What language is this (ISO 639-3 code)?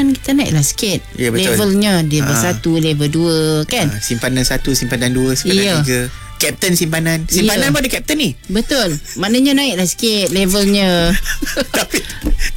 msa